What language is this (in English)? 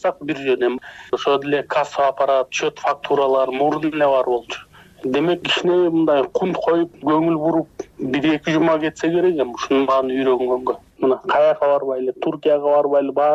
Kyrgyz